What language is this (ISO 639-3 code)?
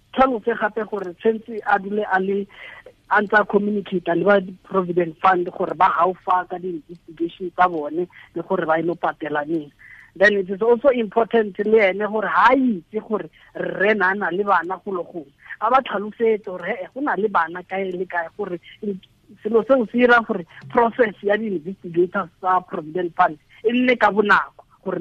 tsn